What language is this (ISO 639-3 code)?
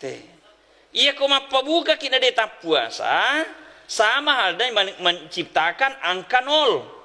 bug